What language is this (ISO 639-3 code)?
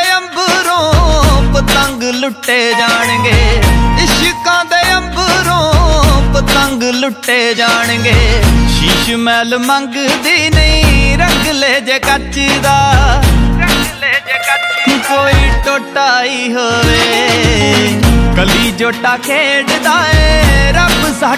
pan